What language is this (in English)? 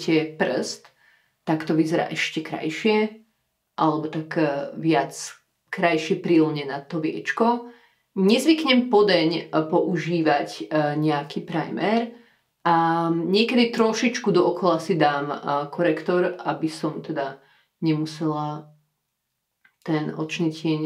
Slovak